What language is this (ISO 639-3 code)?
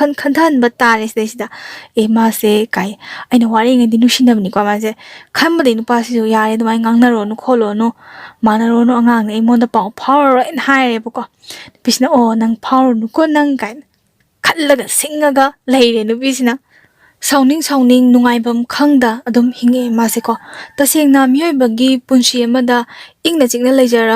mni